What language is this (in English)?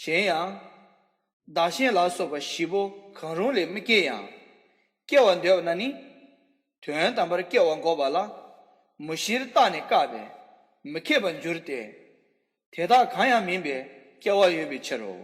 Tibetan